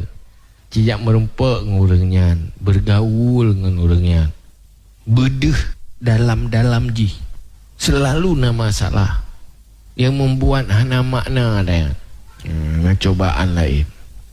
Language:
Achinese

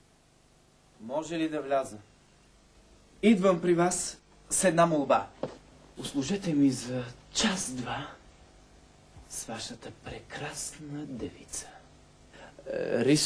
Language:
Bulgarian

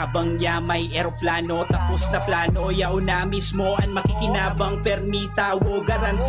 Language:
Bikol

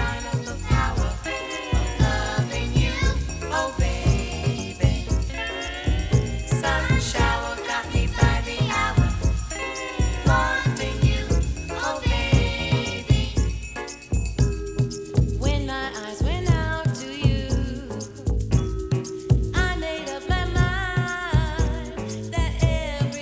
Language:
English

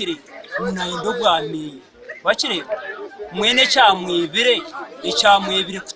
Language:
Nyankole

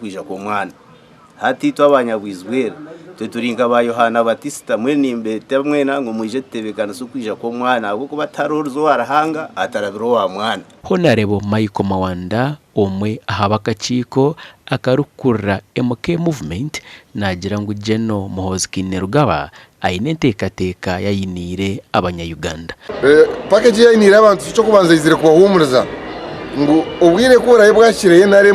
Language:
Nyankole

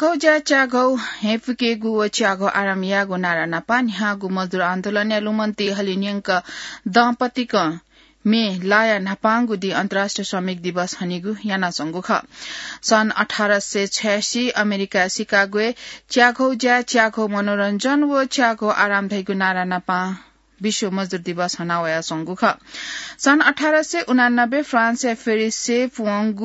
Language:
Newari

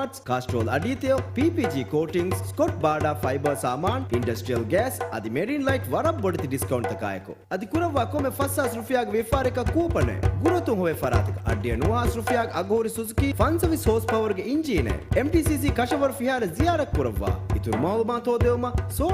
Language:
Divehi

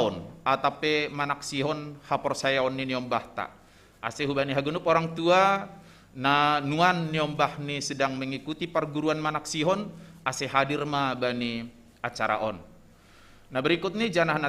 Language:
Batak Simalungun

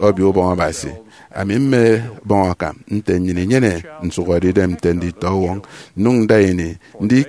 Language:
Efik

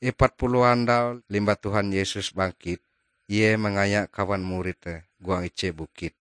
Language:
Ngaju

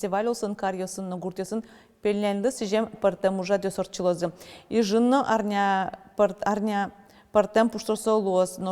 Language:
Udmurt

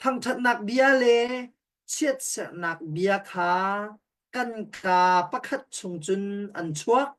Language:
Hakha Chin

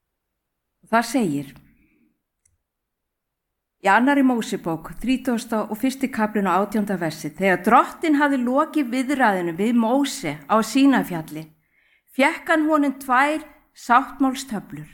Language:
Icelandic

